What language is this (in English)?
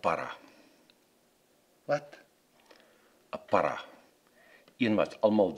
Afrikaans